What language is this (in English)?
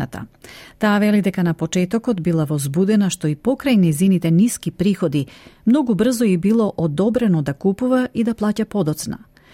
Macedonian